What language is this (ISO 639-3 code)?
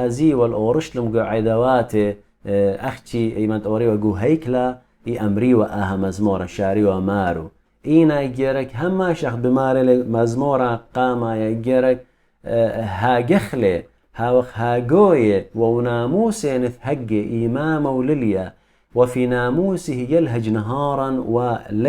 aii